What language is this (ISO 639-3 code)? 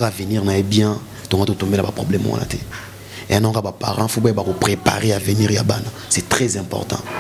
lin